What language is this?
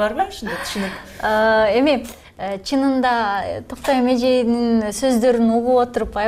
Kyrgyz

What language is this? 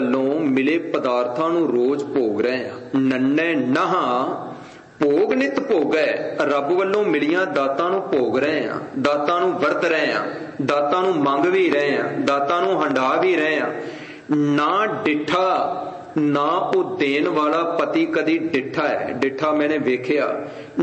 Punjabi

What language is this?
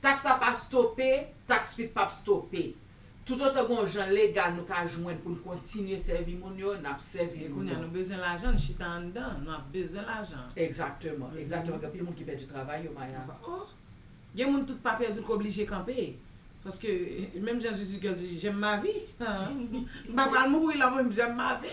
Haitian Creole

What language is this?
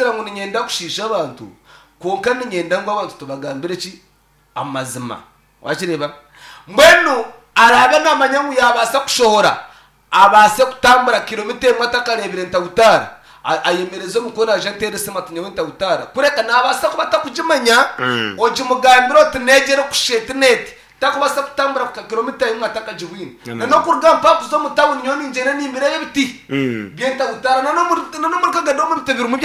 Nyankole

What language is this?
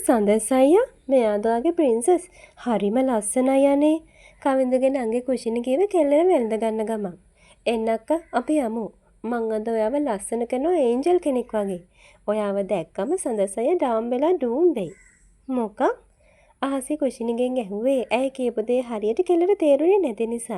Sinhala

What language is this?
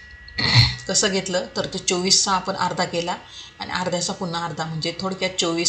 Marathi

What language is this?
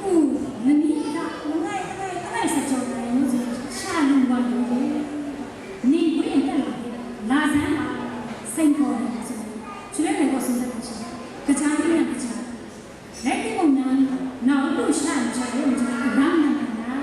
Kachin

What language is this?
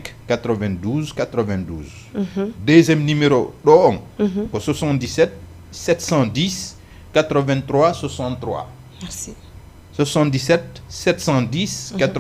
Fula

